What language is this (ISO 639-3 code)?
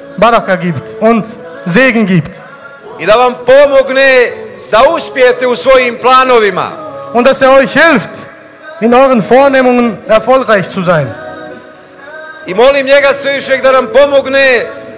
bos